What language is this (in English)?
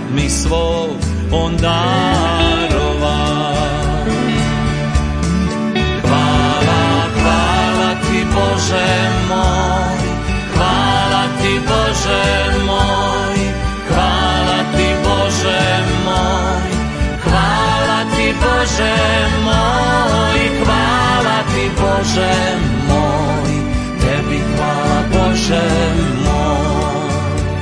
Croatian